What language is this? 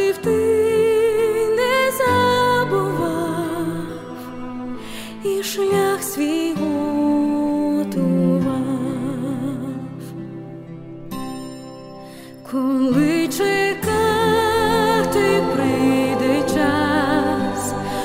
Ukrainian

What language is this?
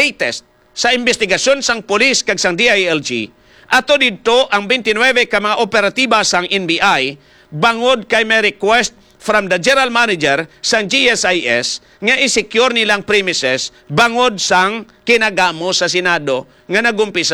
Hiligaynon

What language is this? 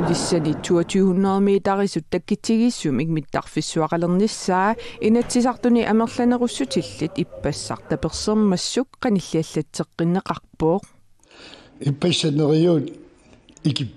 Kalaallisut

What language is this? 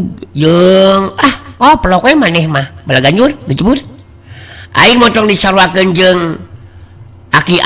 Sundanese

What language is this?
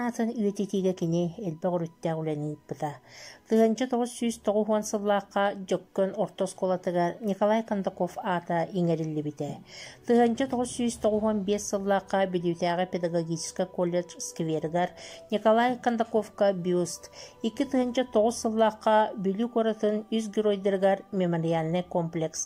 Yakut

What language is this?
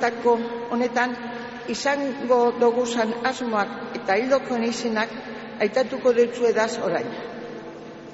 Basque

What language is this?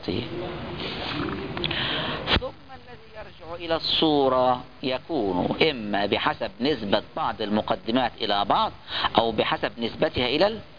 Arabic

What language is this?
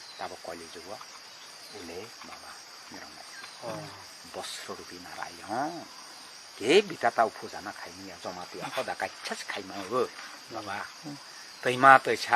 Kok Borok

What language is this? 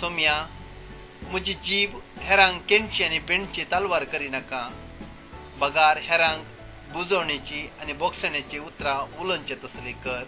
Konkani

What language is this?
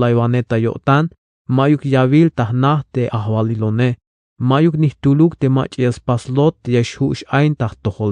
Tzeltal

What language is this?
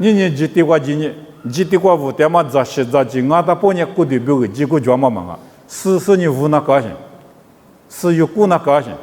Lisu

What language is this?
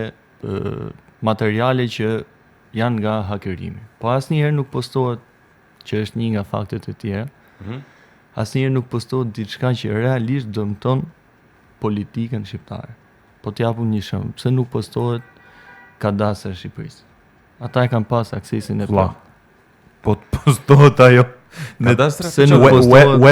Albanian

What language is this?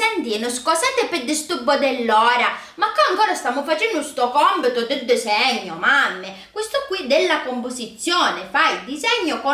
Sicilian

